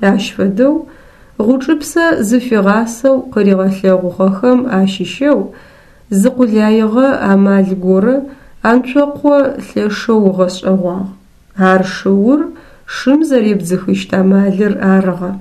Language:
Adyghe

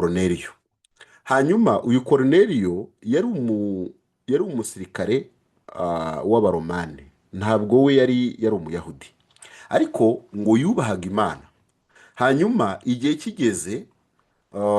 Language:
Kinyarwanda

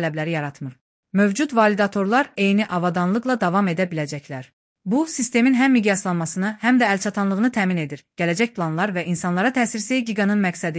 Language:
Azerbaijani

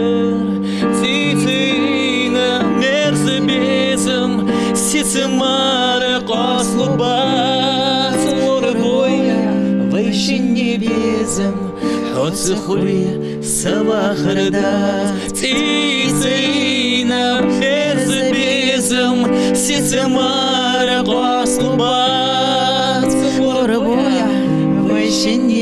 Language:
Ingush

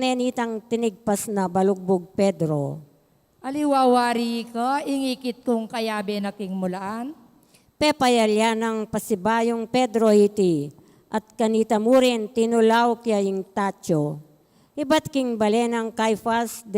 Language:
Pampanga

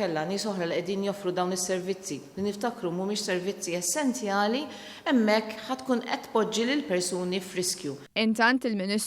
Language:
Maltese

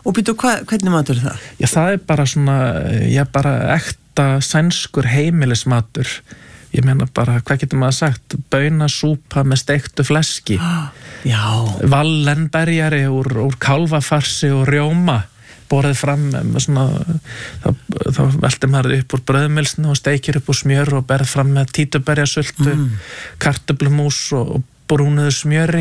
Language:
Icelandic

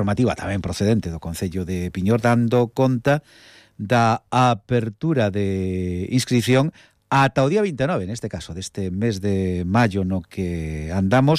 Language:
Galician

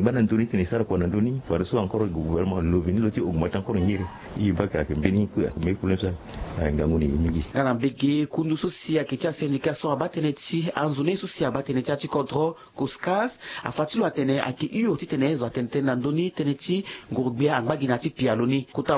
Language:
Sango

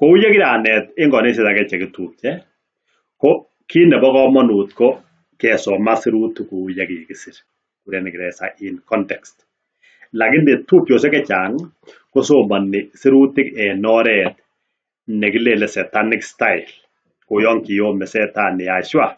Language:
Kalenjin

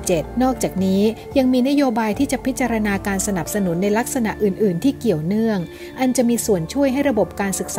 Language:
Thai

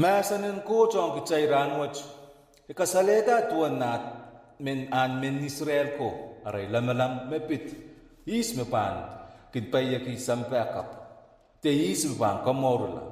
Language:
Pohnpeian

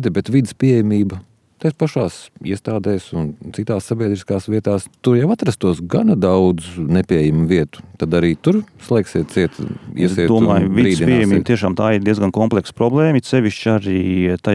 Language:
Latvian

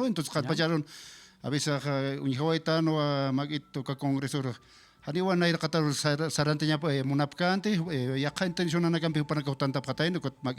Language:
Aymara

